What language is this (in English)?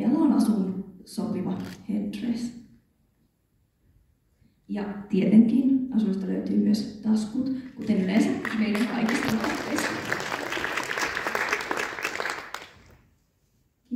Finnish